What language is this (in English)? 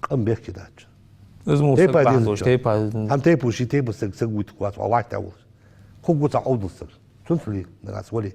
Ingush